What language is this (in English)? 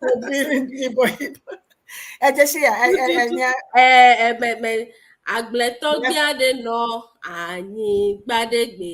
Ewe